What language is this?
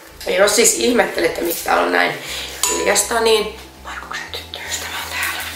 Finnish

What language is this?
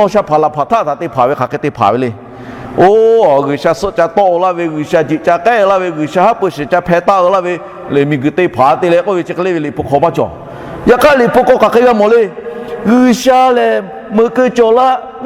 Lahu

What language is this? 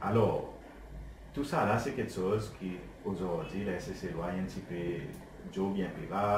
Seselwa Creole French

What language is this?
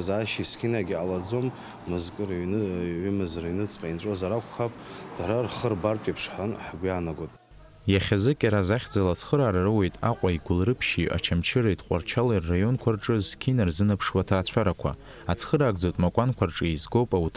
Abkhazian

